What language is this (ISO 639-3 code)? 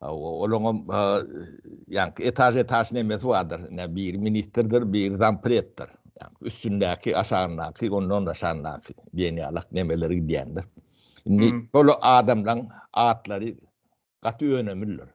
tuk